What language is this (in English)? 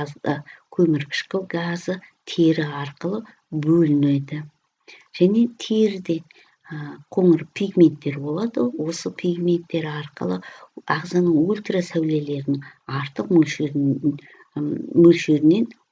Kazakh